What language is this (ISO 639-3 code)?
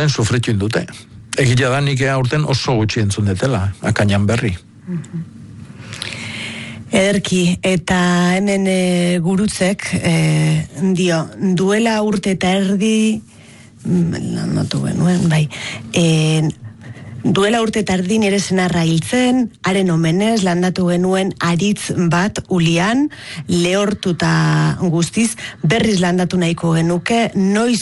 eus